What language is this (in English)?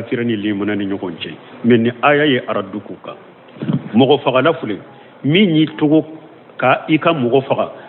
Bambara